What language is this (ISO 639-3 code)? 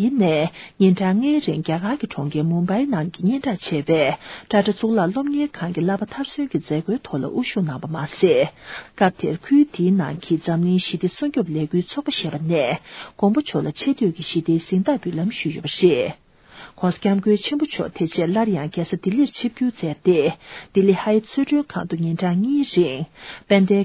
bod